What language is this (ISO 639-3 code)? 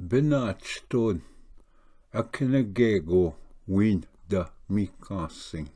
oji